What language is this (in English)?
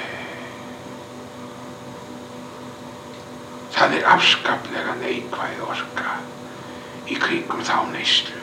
Icelandic